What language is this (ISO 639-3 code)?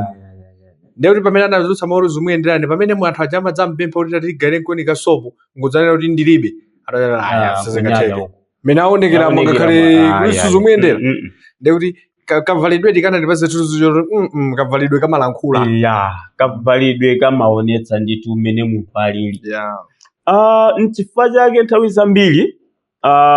nya